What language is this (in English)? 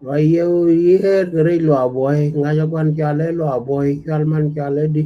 Nuer